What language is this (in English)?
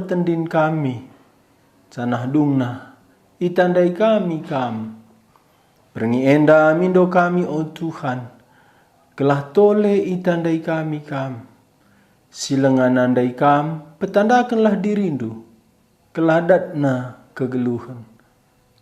Batak Karo